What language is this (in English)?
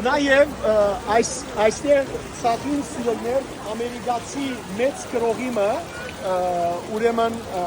Western Armenian